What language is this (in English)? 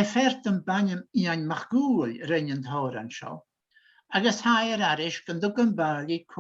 Scottish Gaelic